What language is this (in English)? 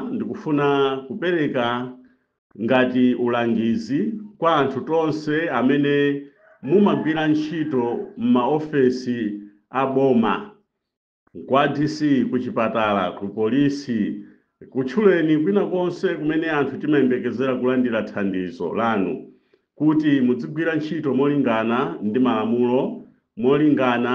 Nyanja